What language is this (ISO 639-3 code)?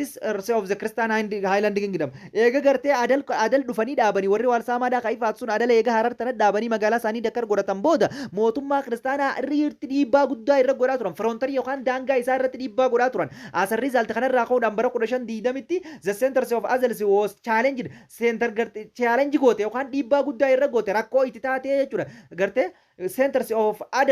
orm